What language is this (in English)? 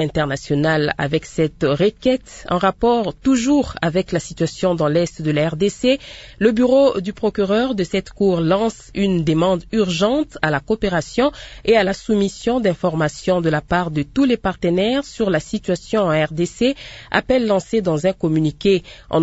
French